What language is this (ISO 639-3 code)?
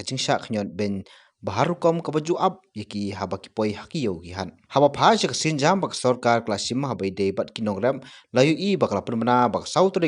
kha